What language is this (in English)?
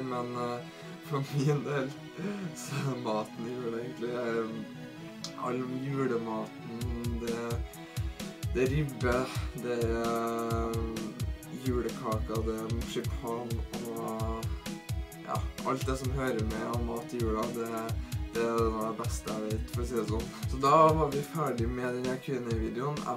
Norwegian